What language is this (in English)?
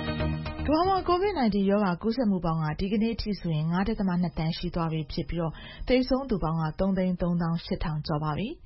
Burmese